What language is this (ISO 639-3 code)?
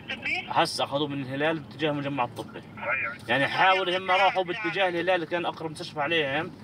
apc